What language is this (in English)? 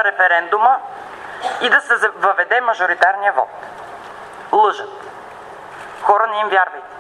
Bulgarian